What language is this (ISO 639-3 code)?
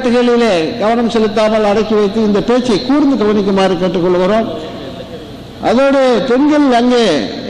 tam